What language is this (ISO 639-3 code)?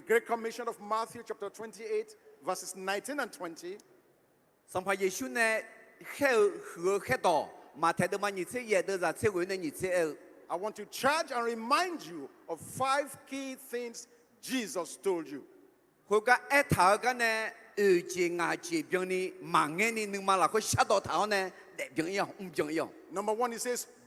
ahk